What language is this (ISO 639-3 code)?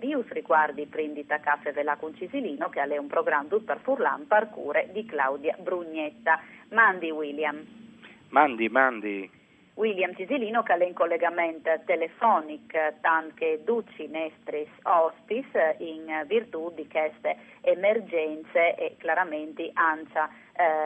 fur